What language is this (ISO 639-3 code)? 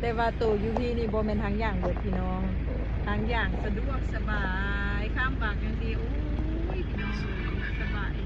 lao